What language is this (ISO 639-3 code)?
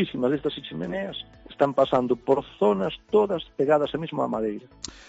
glg